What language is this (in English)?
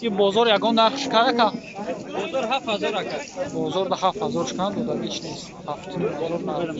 Tajik